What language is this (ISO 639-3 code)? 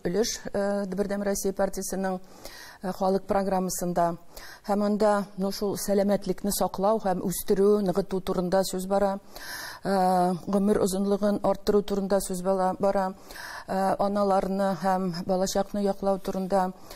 tat